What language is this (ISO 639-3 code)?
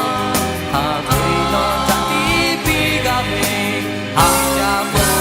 lhu